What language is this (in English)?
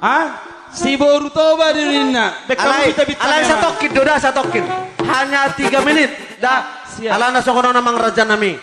Batak Toba